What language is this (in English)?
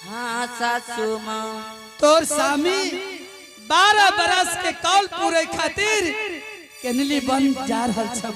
Angika